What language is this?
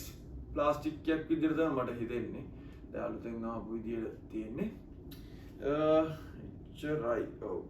Sinhala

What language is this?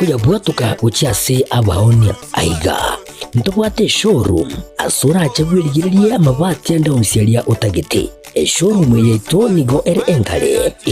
Gusii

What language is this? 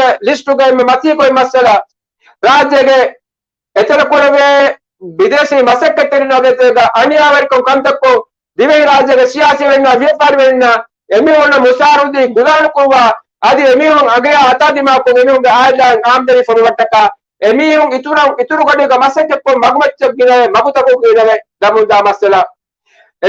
Divehi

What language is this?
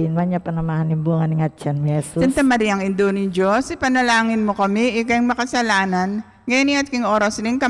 Pampanga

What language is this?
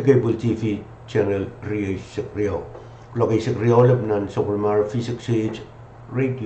Pohnpeian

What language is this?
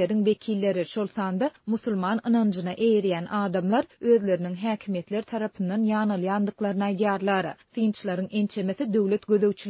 Turkmen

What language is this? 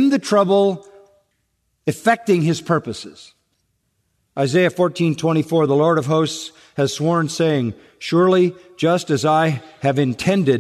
English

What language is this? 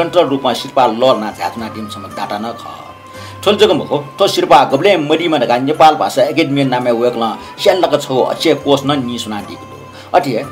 Newari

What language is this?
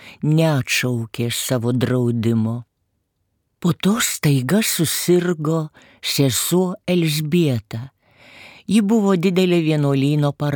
Lithuanian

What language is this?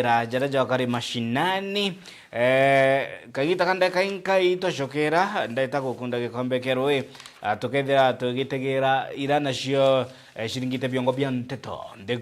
Meru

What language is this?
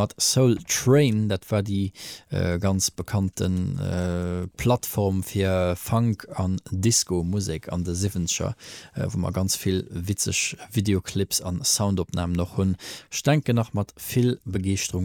Luxembourgish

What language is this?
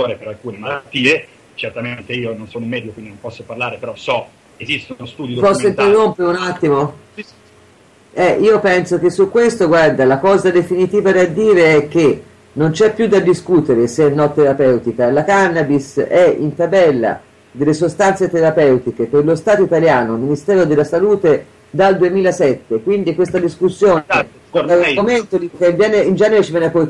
Italian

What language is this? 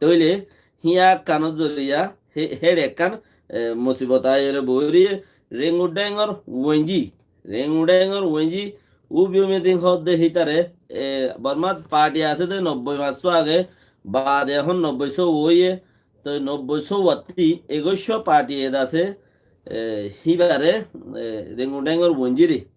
Rohingya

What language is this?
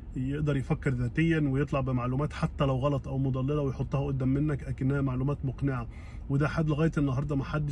Egyptian Arabic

